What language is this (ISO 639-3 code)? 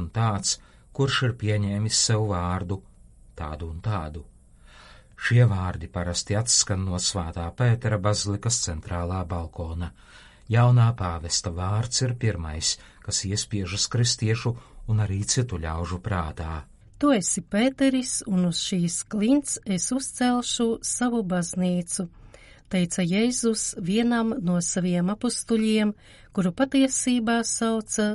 lav